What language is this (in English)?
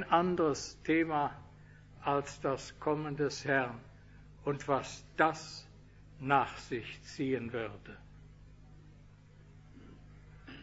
German